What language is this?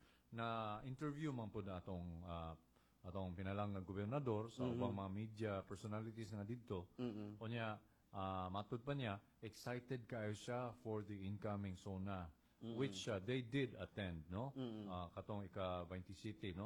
Cebuano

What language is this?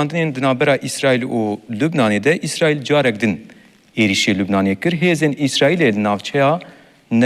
Kurdish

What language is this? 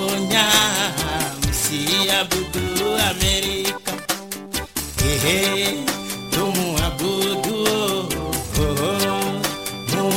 Swahili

